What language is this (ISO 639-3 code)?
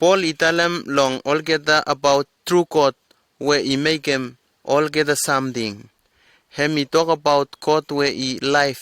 bis